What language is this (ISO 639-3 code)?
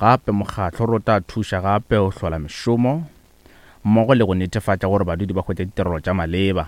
nso